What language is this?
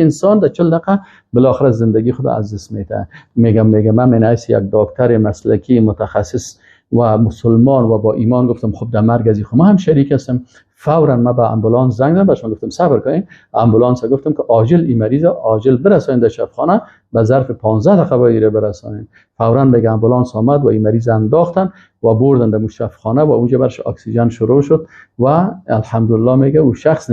Persian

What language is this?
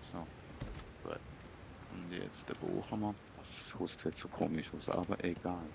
Swiss German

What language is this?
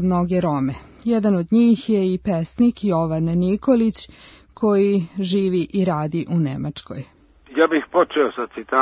Serbian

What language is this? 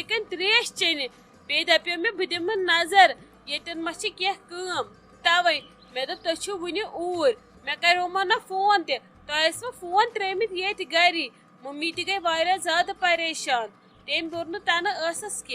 Kashmiri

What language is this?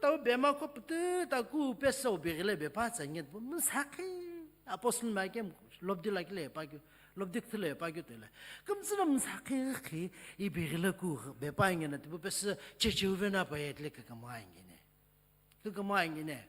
Sumi Naga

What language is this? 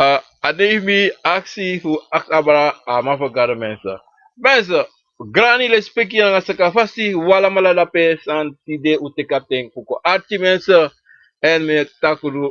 Sranan Tongo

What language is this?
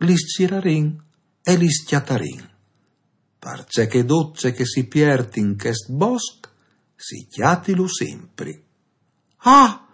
Friulian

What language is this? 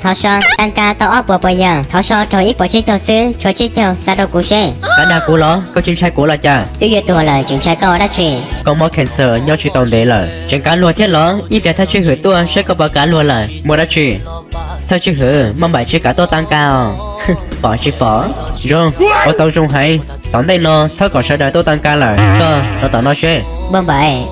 Hmong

